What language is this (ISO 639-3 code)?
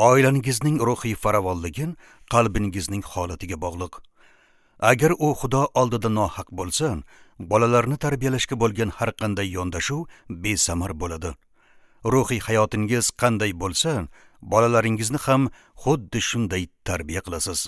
uzb